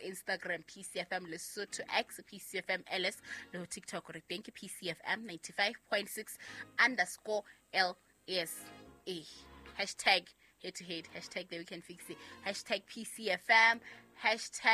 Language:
Southern Sotho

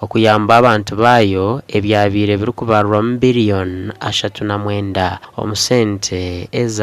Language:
Nyankole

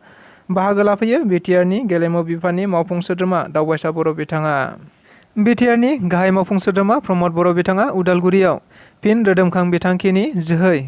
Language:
Bodo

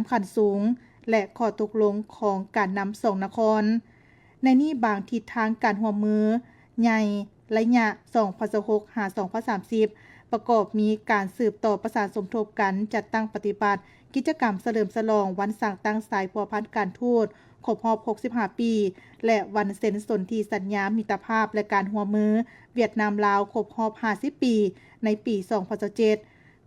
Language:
Lao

